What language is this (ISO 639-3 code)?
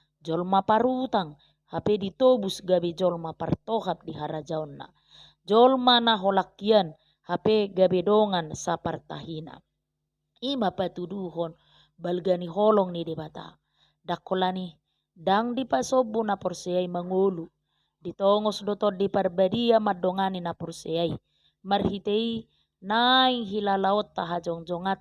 bbc